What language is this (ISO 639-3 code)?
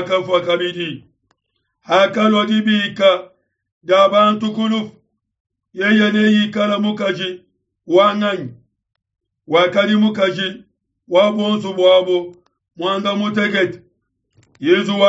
lua